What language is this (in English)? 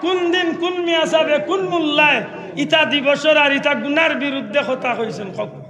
Sylheti